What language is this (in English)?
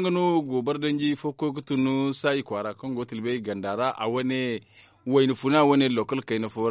Zarma